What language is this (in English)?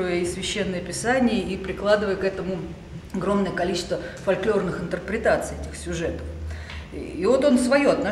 Russian